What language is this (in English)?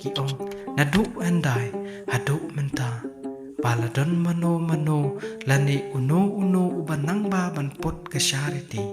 Khasi